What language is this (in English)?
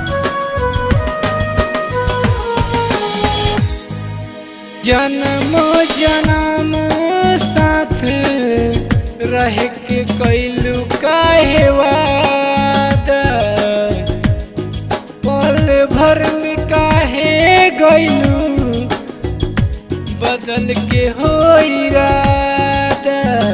Bhojpuri